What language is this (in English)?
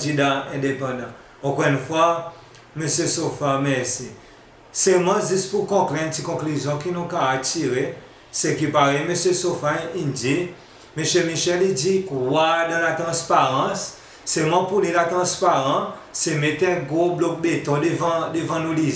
Seselwa Creole French